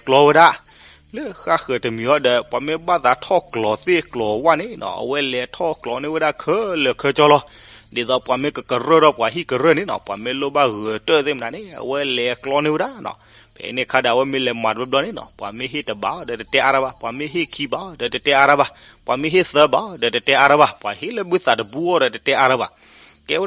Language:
S'gaw Karen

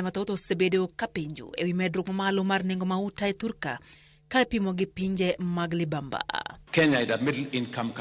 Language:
Luo (Kenya and Tanzania)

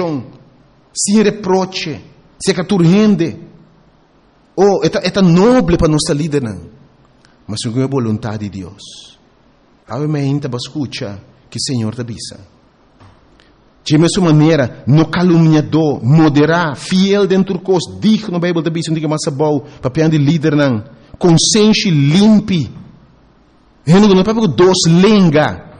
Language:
Papiamento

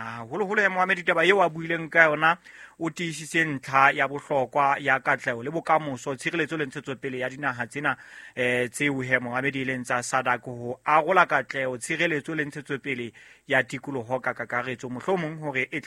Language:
Southern Sotho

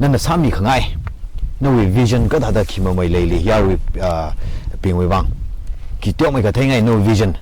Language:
Tangkhul Naga (India)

